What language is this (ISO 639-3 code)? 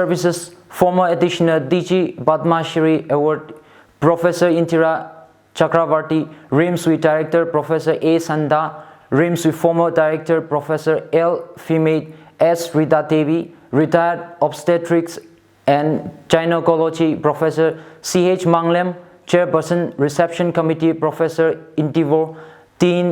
nmf